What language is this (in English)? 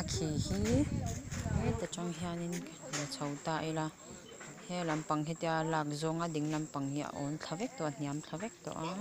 Mizo